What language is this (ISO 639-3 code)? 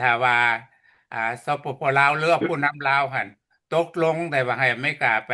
lao